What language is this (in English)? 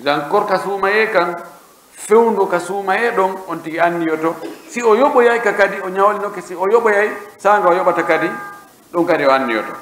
Pular